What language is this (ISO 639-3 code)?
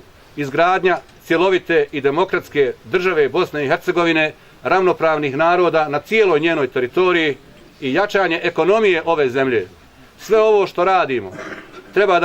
bos